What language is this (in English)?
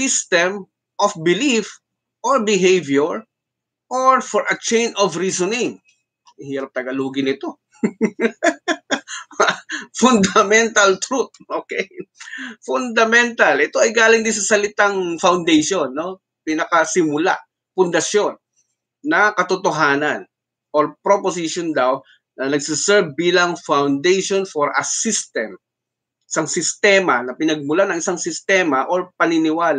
Filipino